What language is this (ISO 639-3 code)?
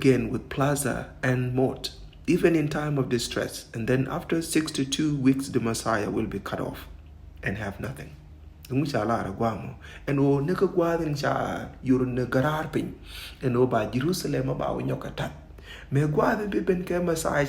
nus